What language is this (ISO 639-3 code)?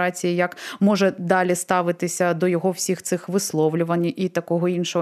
ukr